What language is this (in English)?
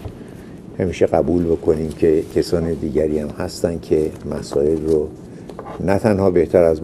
Persian